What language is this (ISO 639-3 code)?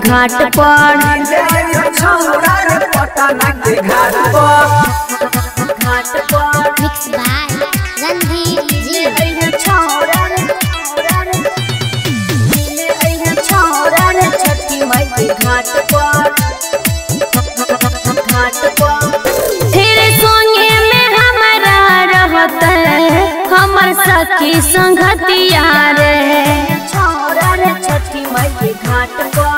bho